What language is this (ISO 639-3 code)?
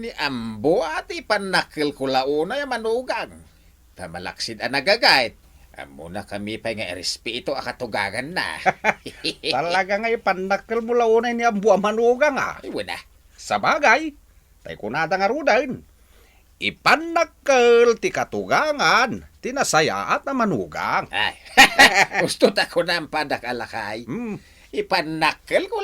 ilo